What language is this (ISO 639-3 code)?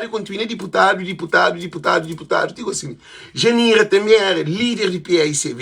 kea